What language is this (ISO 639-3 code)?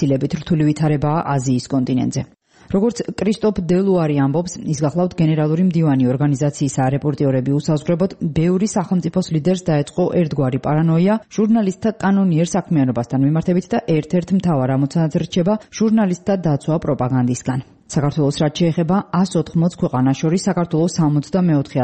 kat